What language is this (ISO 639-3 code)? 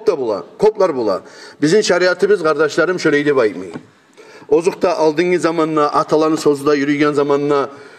kum